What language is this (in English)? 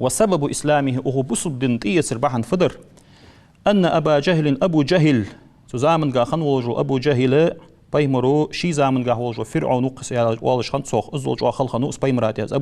Ingush